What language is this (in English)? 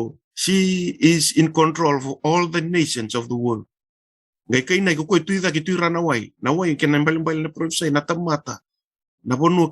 Fijian